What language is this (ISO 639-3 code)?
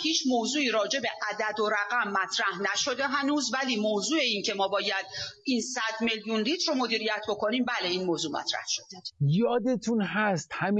fas